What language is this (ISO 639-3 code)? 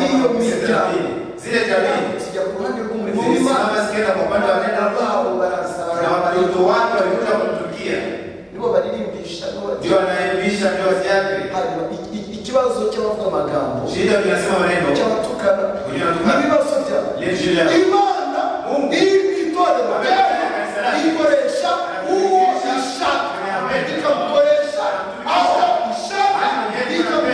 kin